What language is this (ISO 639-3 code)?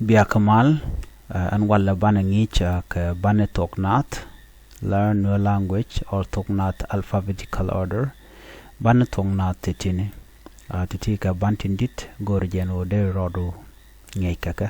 nus